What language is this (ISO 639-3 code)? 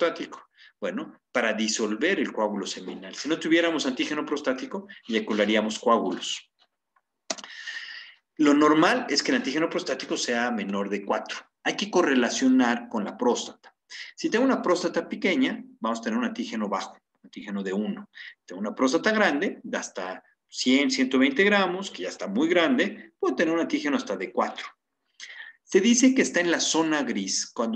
spa